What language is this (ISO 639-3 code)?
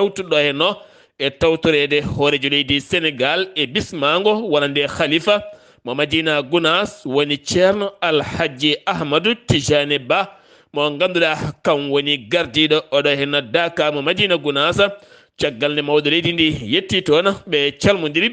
ful